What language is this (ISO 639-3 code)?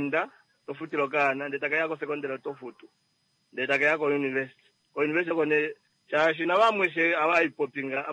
kua